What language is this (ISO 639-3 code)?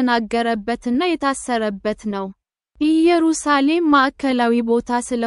amh